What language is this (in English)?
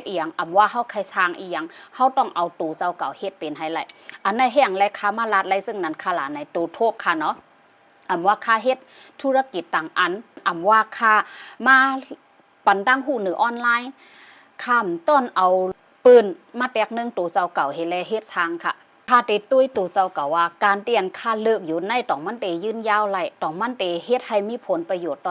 Shan